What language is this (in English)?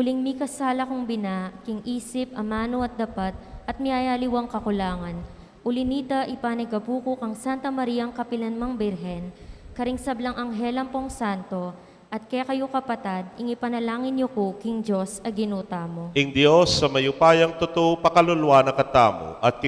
Pampanga